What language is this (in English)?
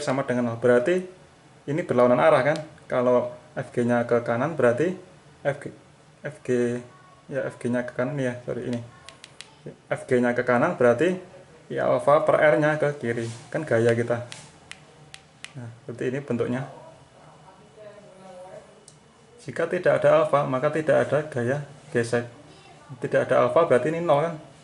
Indonesian